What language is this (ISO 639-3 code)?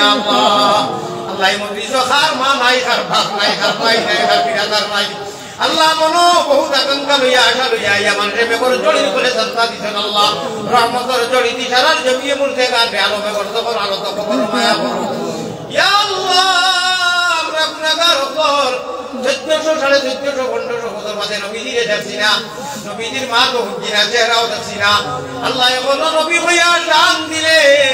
syl